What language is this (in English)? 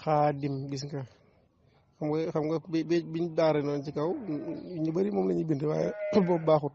Wolof